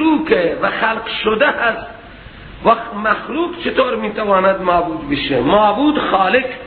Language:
Persian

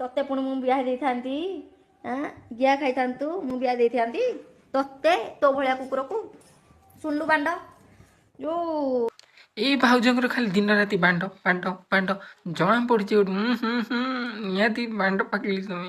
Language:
Odia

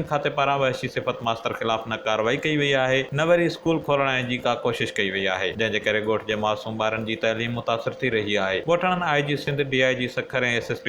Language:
Sindhi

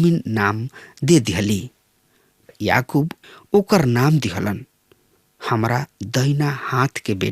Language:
Bhojpuri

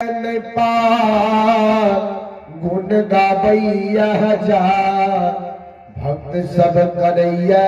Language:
Maithili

